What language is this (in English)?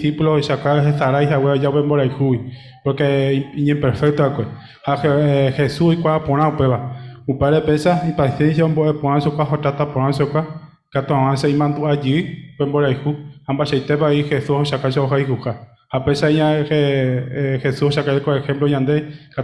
Guarani